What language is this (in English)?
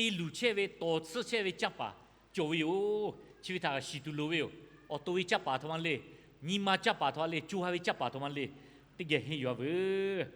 Lahu